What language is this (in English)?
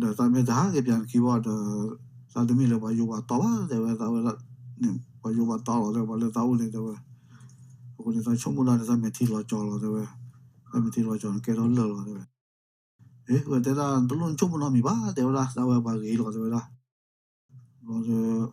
S'gaw Karen